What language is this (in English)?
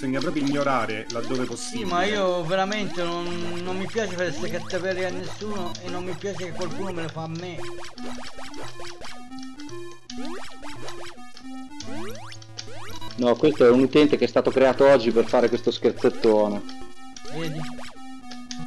Italian